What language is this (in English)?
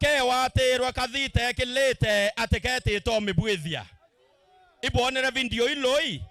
Meru